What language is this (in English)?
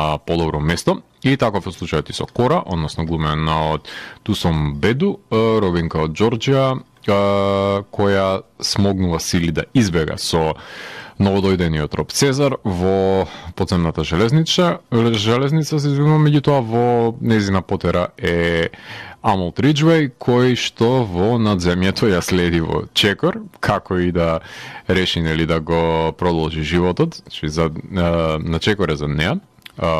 Macedonian